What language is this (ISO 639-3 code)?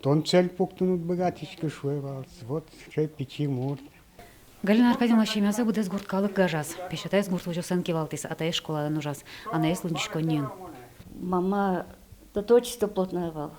udm